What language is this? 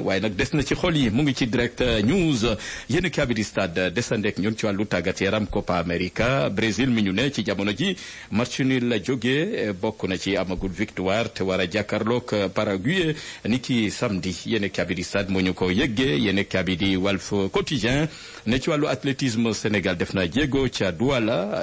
Wolof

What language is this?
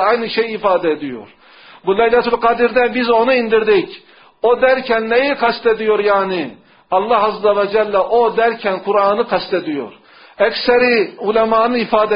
Turkish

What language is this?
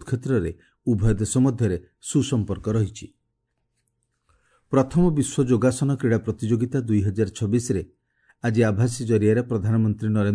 Odia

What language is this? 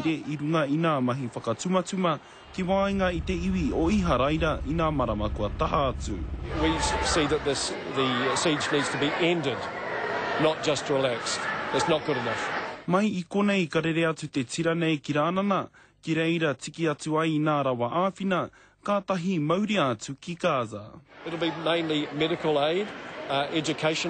Māori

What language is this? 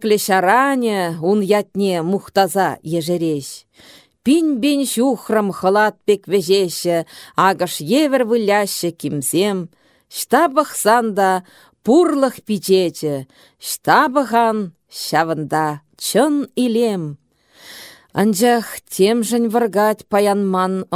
Chuvash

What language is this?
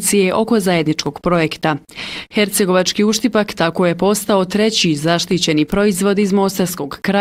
Bosnian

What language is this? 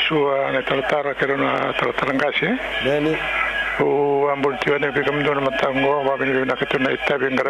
Fijian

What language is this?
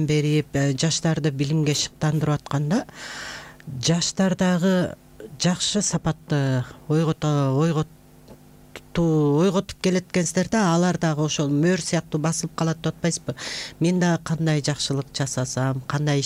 Kyrgyz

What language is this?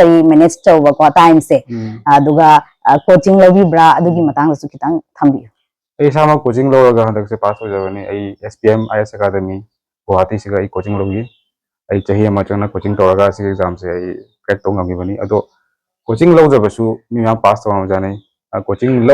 Manipuri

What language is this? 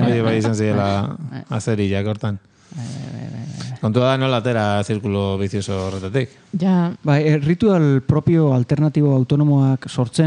Basque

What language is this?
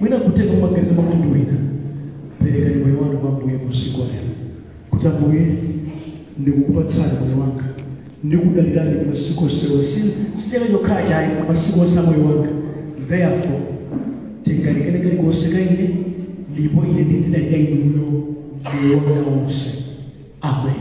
Nyanja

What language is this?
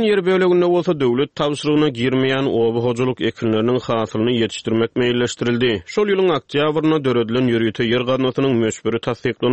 Turkmen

